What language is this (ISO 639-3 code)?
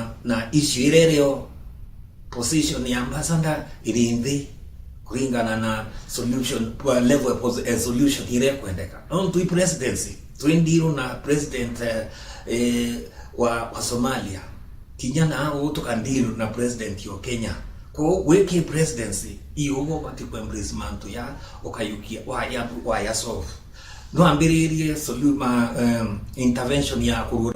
mer